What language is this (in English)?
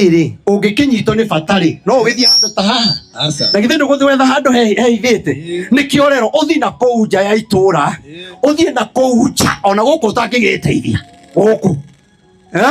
Kikuyu